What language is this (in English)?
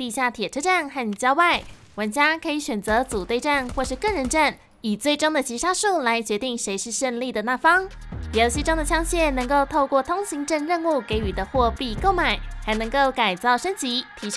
Chinese